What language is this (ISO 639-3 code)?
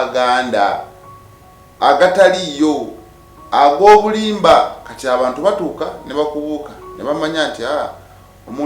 lug